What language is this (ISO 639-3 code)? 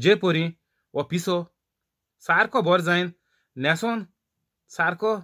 kok